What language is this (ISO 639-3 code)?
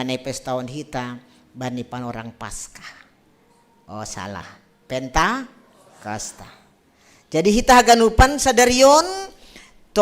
bts